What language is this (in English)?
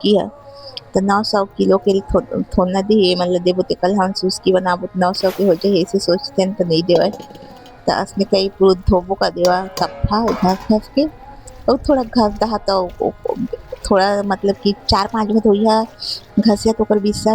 Chhattisgarhi